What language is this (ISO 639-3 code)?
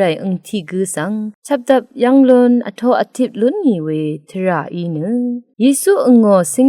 raw